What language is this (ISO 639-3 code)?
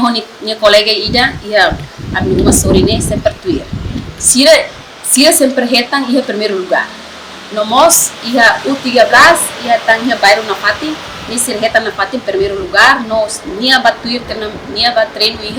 tet